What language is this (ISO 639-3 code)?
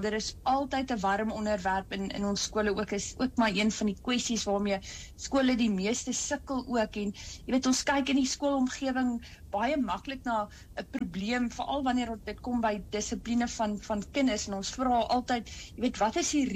afr